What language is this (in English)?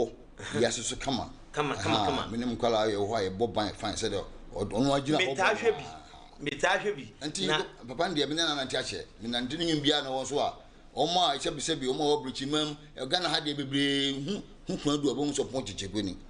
Akan